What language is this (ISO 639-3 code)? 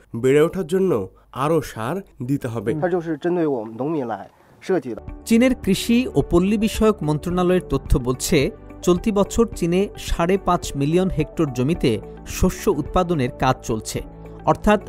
ben